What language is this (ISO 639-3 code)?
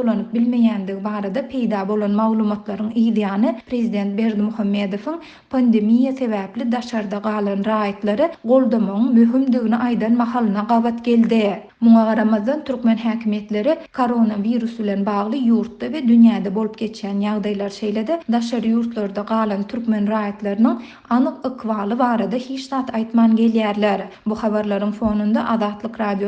tuk